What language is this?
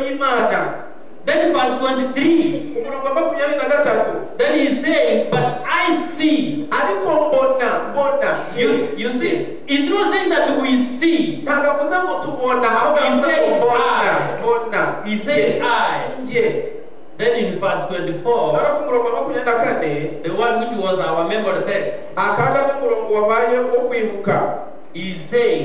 Kinyarwanda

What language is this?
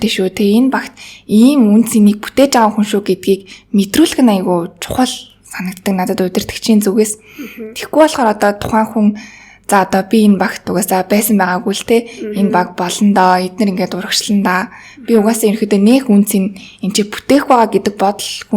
Mongolian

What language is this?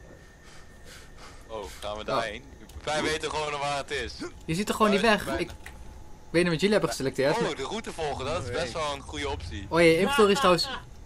Dutch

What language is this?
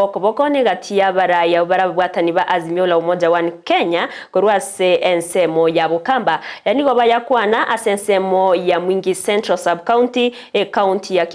Gusii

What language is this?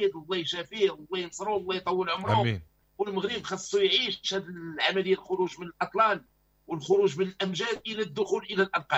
Moroccan Arabic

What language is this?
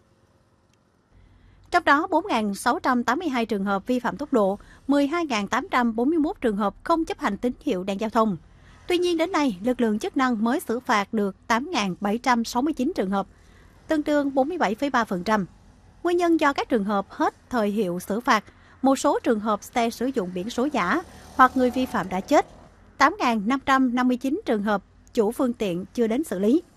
Vietnamese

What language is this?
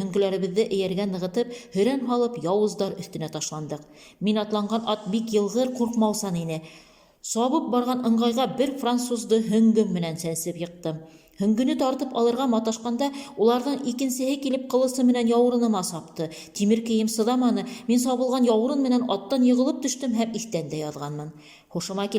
Bashkir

